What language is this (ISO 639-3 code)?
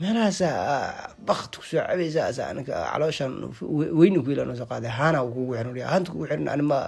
som